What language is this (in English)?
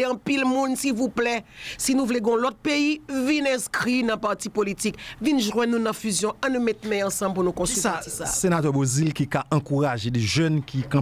Haitian Creole